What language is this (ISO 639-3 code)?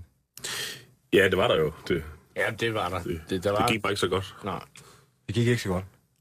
dan